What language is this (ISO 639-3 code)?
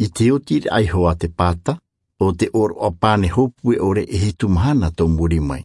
tah